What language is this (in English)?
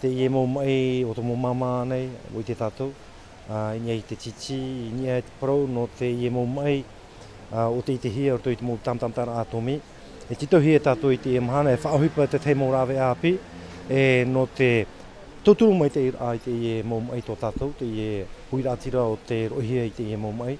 Tahitian